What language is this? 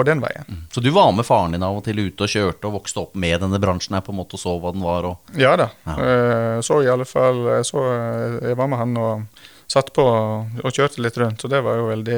Norwegian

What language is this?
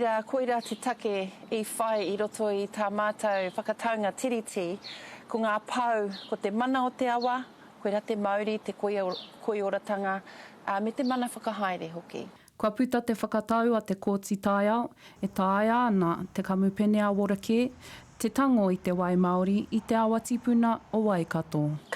Māori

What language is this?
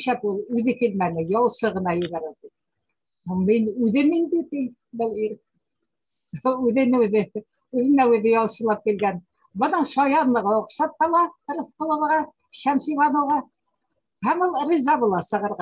Bashkir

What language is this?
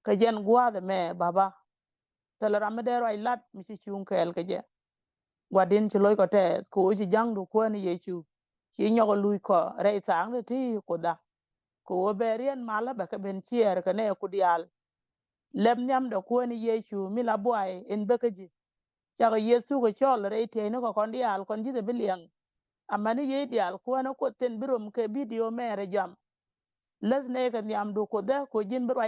Nuer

